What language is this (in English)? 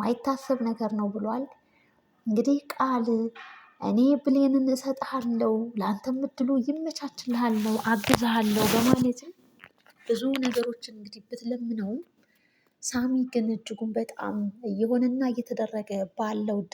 Amharic